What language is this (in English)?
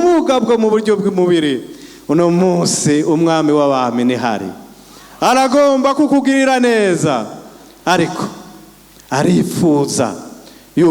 Rundi